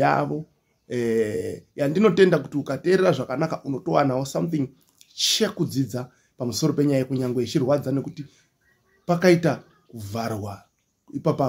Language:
Shona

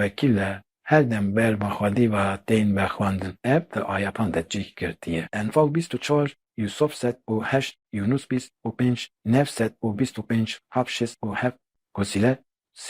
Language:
Kurdish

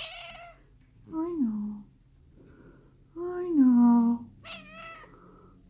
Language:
English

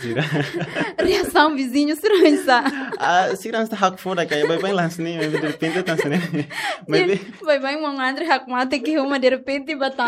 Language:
Tetum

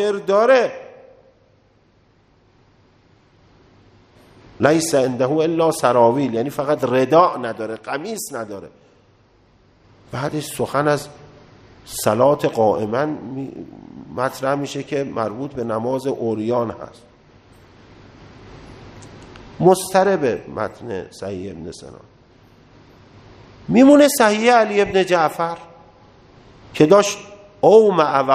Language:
Persian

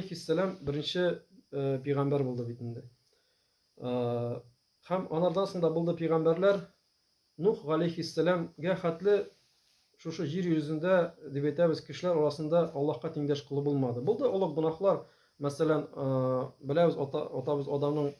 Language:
Tatar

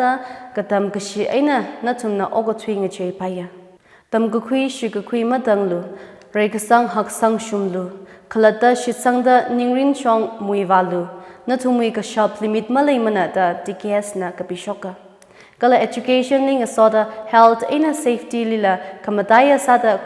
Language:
Tangkhul Naga (India)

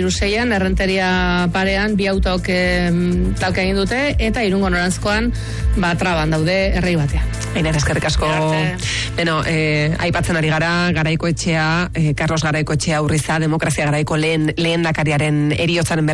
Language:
Basque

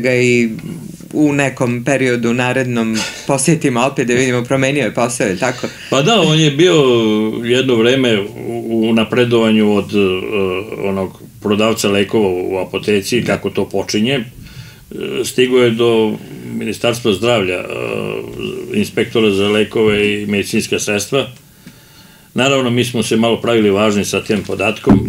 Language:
Serbian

